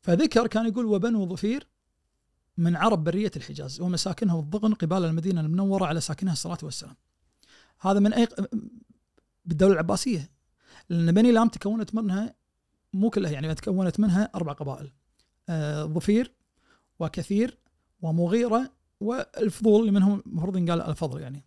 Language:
Najdi Arabic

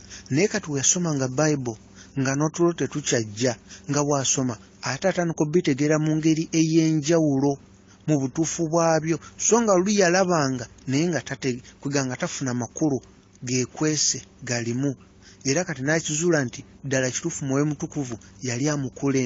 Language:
Ganda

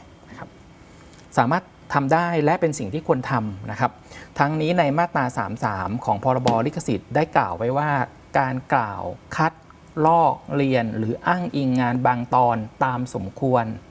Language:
Thai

